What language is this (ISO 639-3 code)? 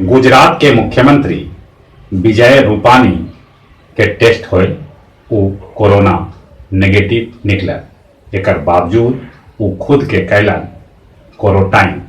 mag